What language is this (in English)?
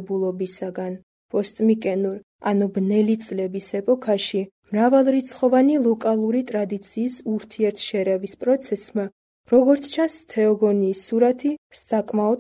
Georgian